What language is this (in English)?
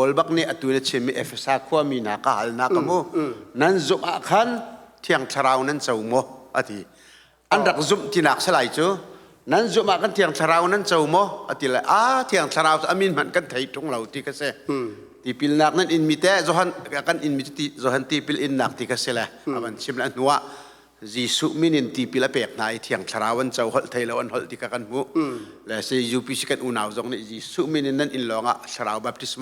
Hakha Chin